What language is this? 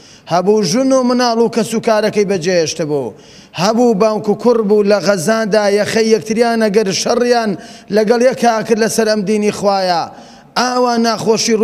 Central Kurdish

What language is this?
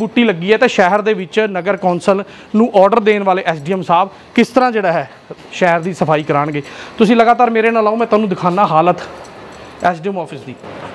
Punjabi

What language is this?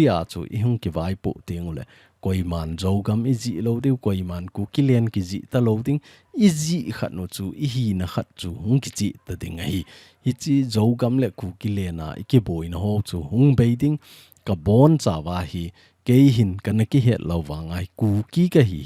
Thado Chin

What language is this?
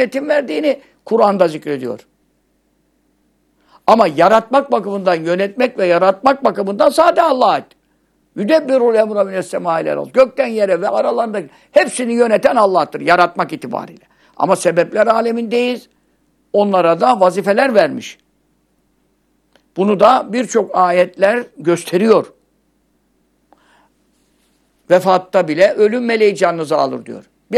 Turkish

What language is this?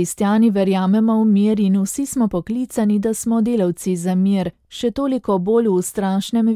Slovenian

